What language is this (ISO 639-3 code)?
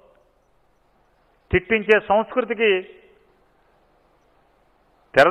tel